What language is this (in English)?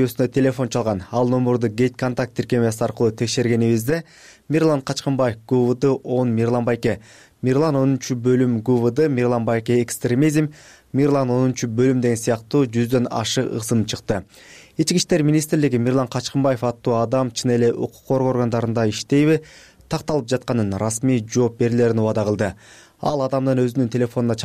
Kyrgyz